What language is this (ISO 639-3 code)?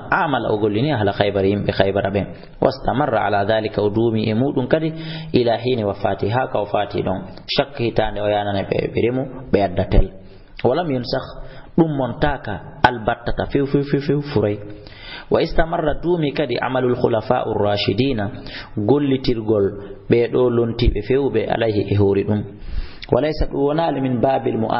ful